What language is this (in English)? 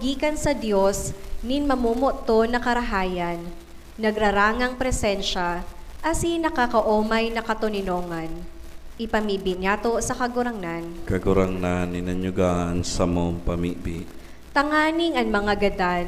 Bikol